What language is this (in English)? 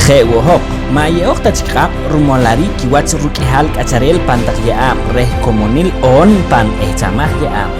Poqomchi'